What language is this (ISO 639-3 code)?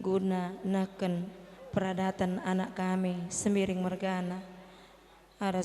btx